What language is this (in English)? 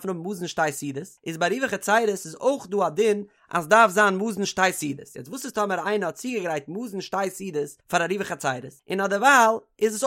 Yiddish